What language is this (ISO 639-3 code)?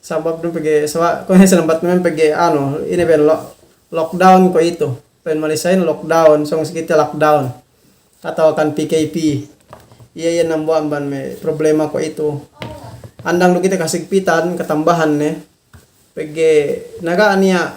yka